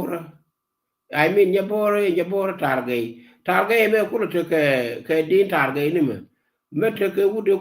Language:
Nuer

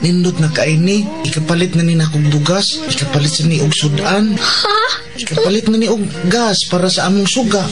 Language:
Cebuano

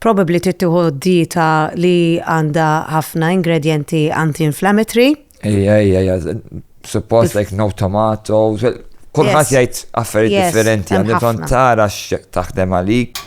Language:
Maltese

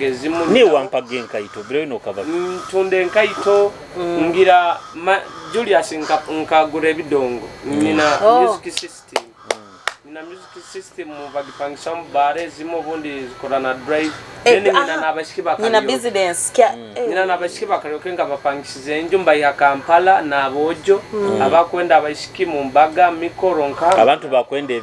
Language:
Nyoro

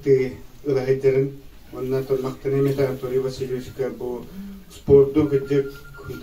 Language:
Yakut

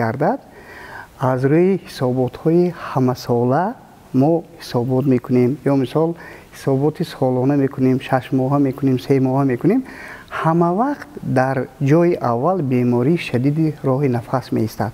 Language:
Tajik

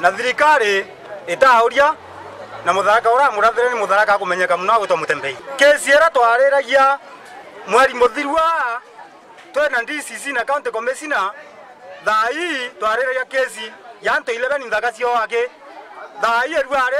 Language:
Meru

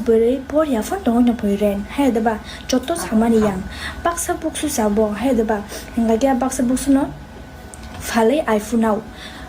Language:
Kok Borok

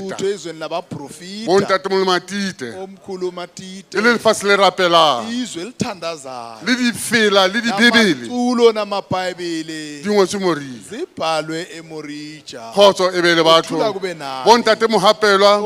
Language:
Southern Sotho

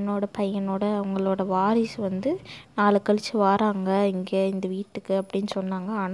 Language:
Tamil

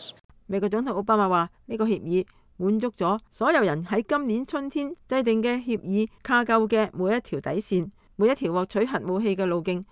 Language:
Cantonese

